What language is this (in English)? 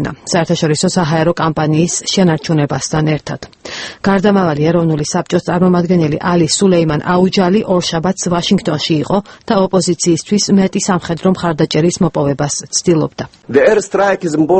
Georgian